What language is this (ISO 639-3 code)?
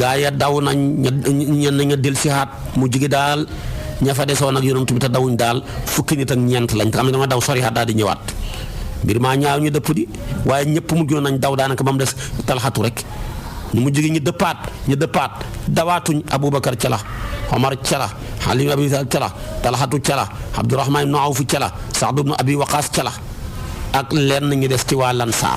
wol